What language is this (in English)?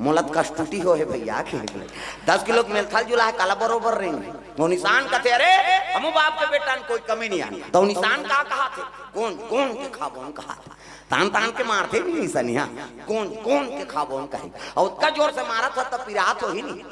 Chhattisgarhi